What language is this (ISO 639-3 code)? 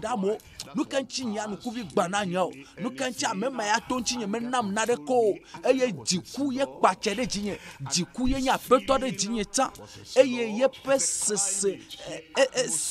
ewe